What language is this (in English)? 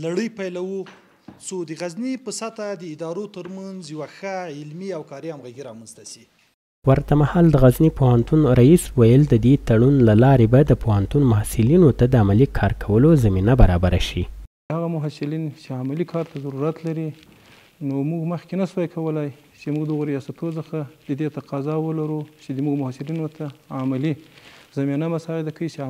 Pashto